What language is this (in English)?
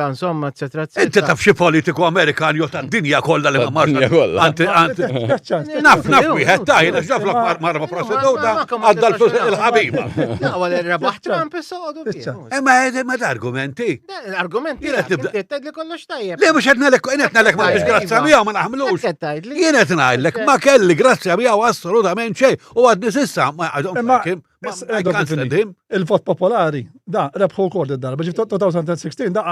Maltese